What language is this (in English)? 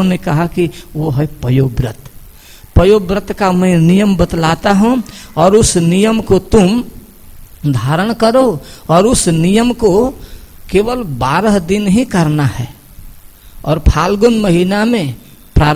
Hindi